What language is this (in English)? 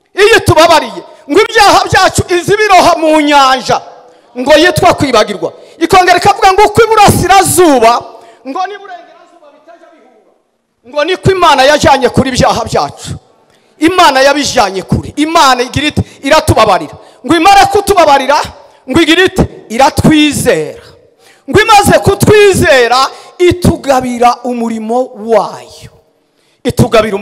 Kinyarwanda